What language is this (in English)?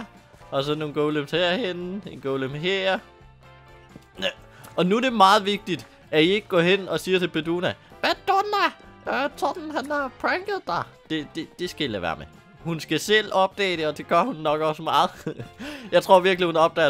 Danish